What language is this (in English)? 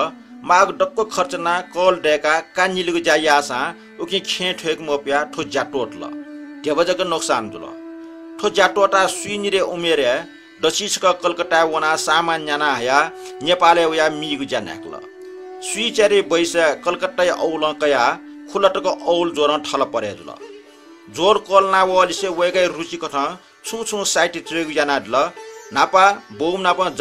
Newari